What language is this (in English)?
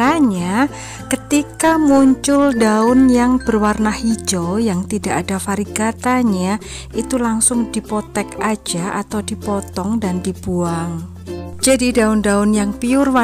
Indonesian